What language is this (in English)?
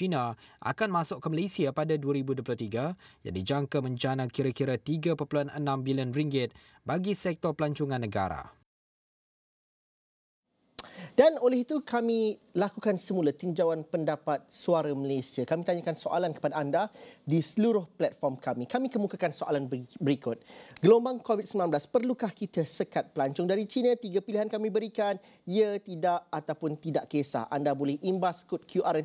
Malay